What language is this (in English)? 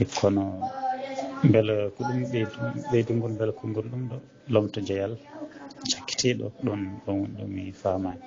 Fula